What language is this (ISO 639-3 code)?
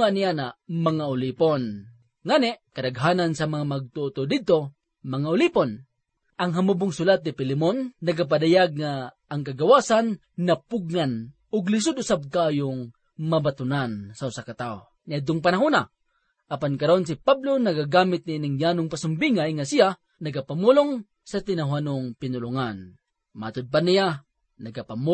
ceb